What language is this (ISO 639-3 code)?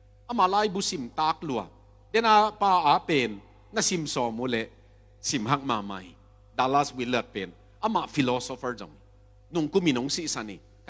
ctd